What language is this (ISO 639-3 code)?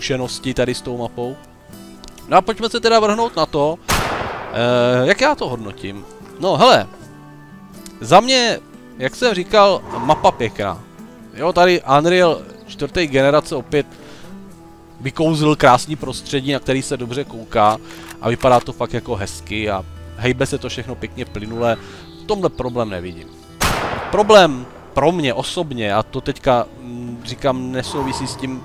ces